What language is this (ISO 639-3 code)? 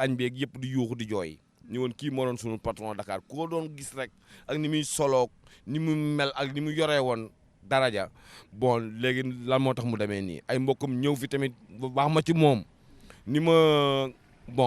wol